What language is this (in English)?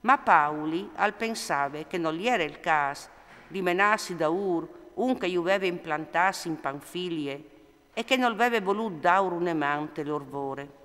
Friulian